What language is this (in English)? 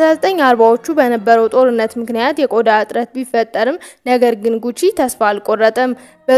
Amharic